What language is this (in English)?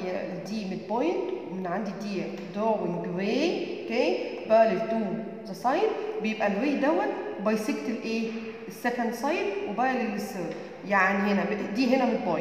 Egyptian Arabic